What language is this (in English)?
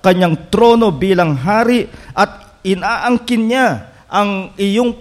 Filipino